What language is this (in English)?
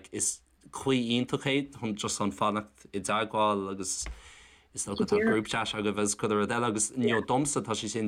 Irish